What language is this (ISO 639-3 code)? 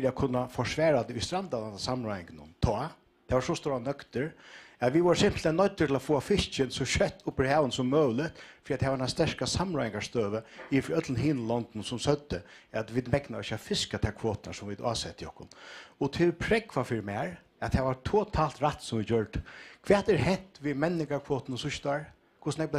fao